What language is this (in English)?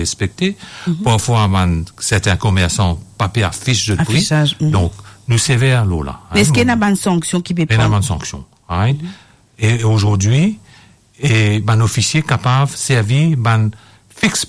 Morisyen